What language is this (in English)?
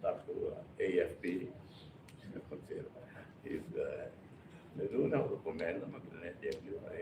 Tetum